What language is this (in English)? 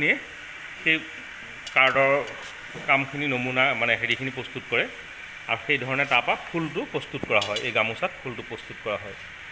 Assamese